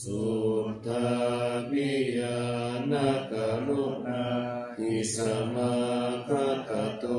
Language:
Pali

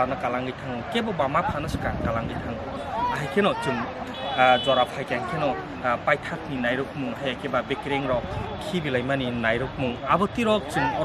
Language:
Kok Borok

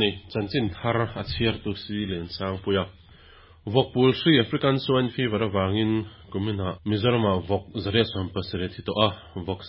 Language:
Mizo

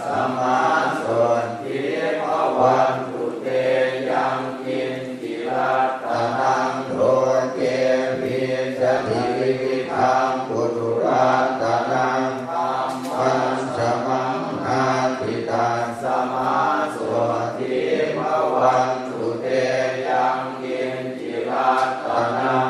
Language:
Pali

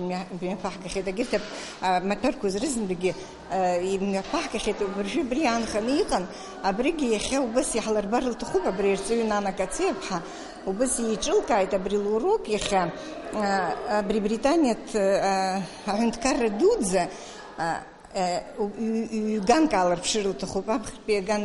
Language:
Abkhazian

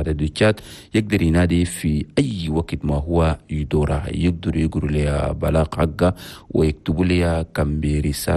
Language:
Chadian Arabic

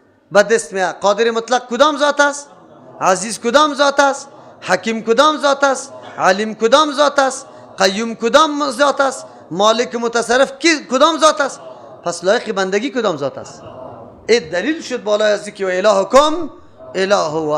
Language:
Persian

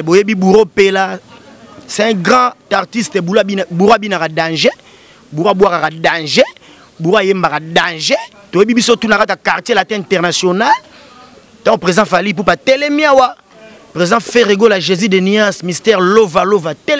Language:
Lingala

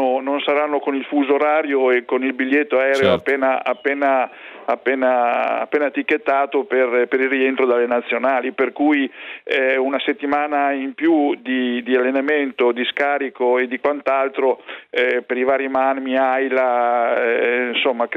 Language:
Italian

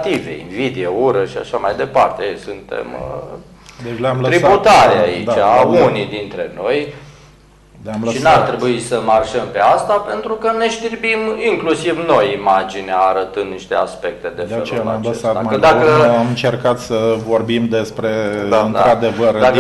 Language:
Romanian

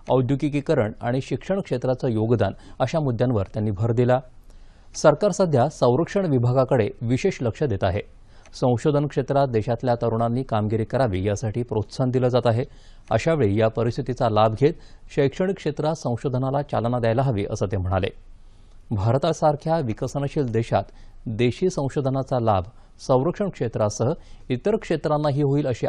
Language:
Marathi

